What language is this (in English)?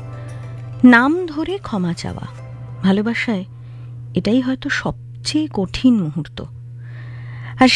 Bangla